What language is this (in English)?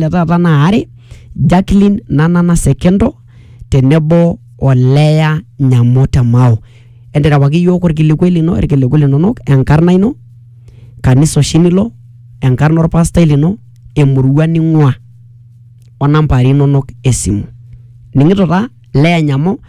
Masai